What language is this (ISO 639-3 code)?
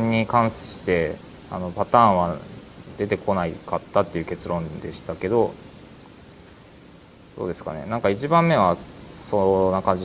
jpn